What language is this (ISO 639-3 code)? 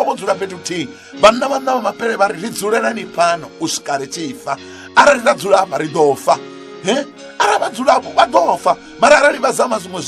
ven